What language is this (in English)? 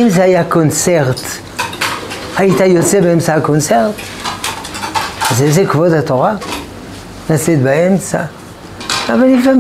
Hebrew